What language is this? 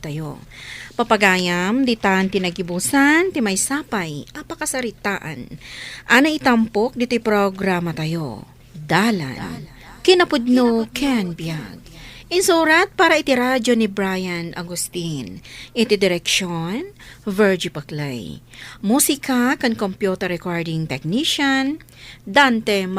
Iloko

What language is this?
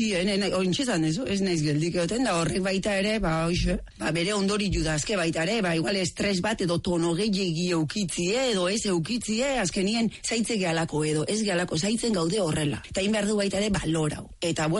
Basque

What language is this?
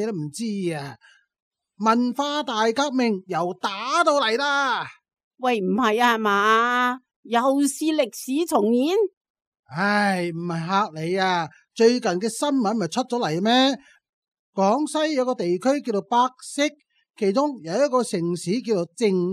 Cantonese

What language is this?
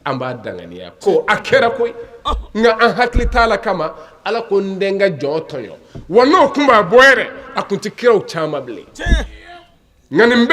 Bambara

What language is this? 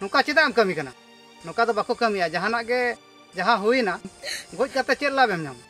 Santali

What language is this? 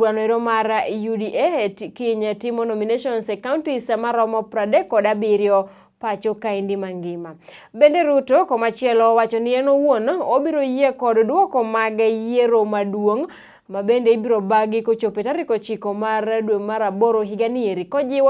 Luo (Kenya and Tanzania)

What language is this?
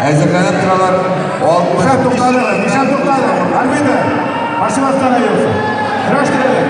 Tatar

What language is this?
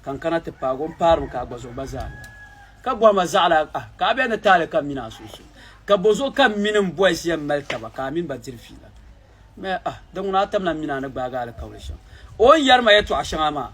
Dagbani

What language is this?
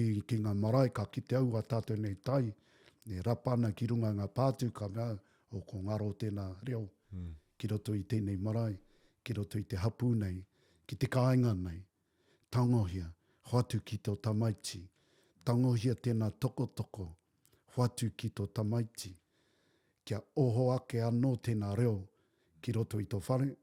Māori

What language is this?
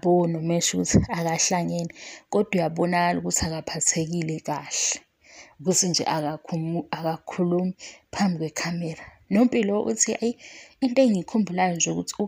Zulu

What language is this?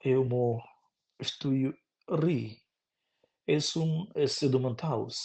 Romansh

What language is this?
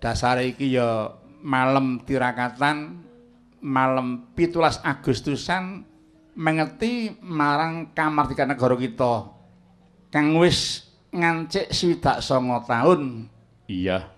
Javanese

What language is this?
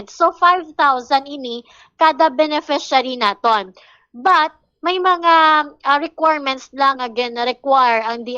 Hiligaynon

